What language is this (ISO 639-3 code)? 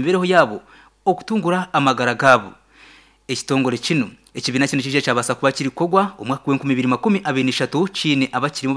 nyn